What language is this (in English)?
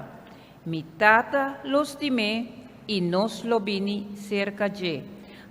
Papiamento